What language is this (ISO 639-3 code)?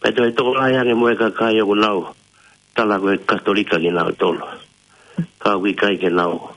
ton